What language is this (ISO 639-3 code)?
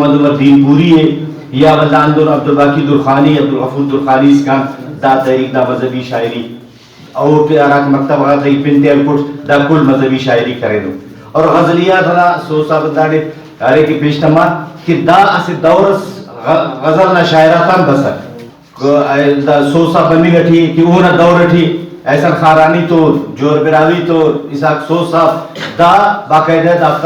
brh